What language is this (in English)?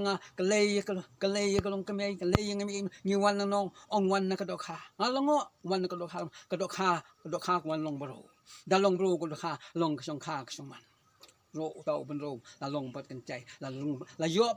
Khasi